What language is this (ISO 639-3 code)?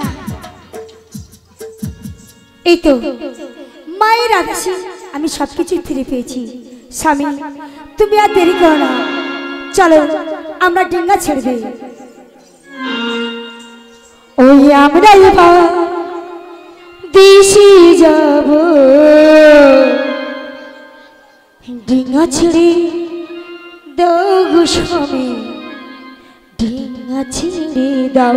ben